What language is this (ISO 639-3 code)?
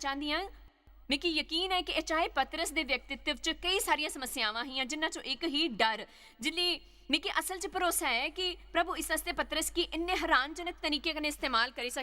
doi